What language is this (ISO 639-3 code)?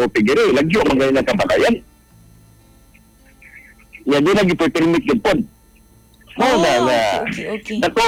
fil